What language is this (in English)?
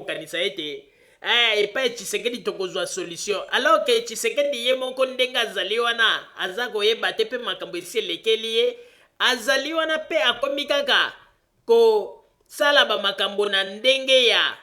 Lingala